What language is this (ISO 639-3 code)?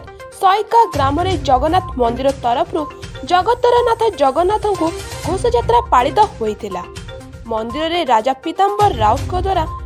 ori